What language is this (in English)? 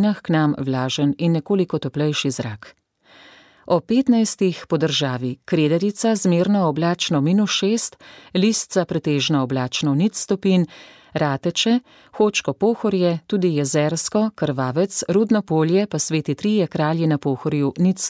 Slovenian